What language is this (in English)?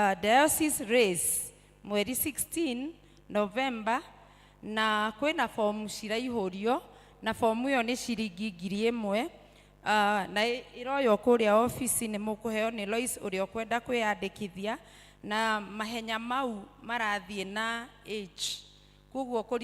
Kikuyu